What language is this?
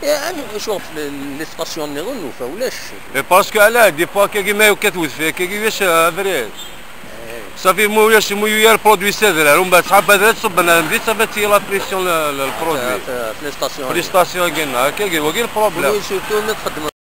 Kabyle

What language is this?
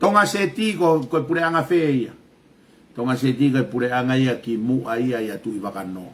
Tongan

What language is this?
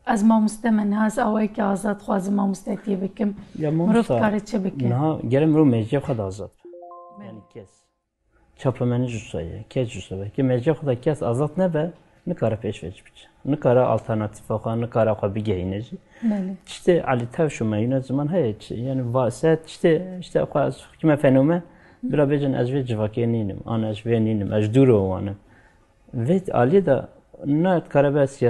Kurdish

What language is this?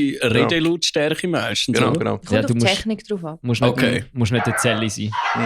Swiss German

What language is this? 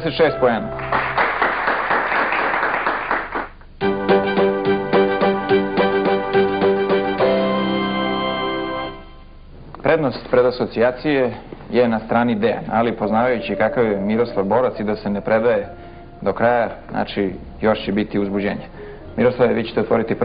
Serbian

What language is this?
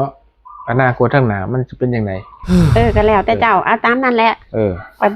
Northeastern Thai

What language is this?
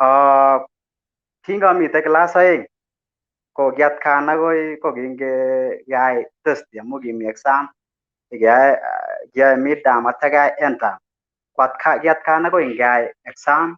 Kalenjin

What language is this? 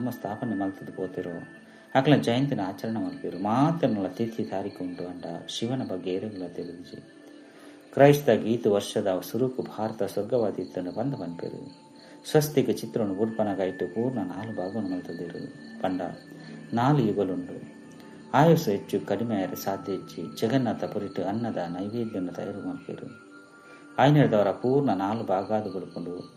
Tulu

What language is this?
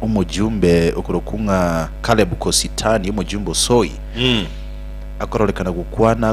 Gusii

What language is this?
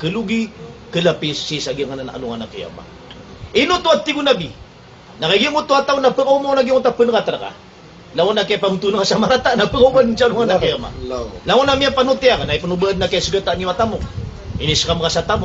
Maranao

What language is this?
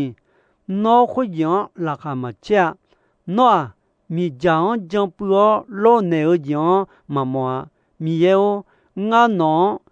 Akha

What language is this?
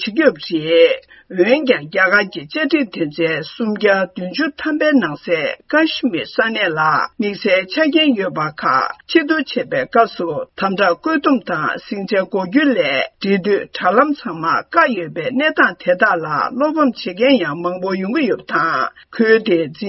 Tibetan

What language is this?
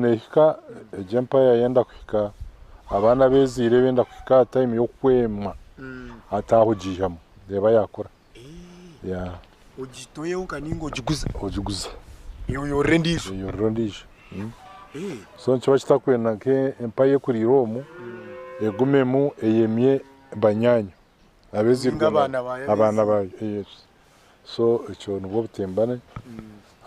Nyankole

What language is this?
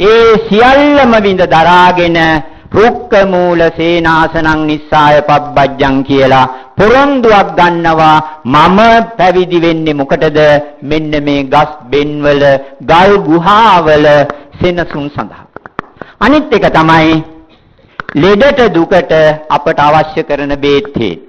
Sinhala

